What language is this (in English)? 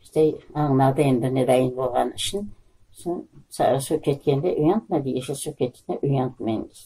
Crimean Tatar